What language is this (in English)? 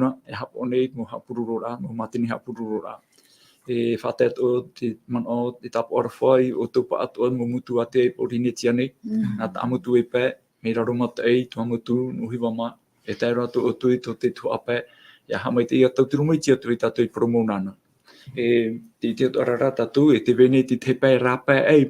Tahitian